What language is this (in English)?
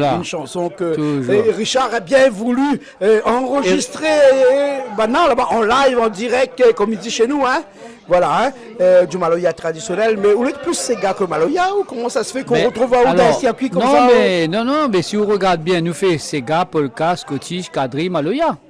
Réunion Creole French